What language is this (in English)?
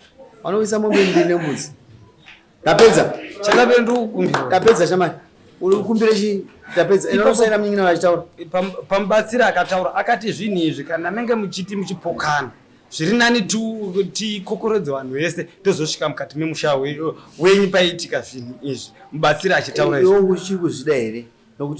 Shona